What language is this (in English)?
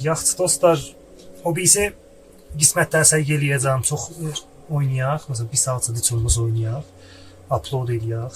South Azerbaijani